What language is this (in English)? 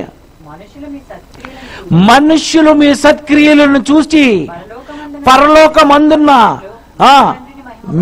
Telugu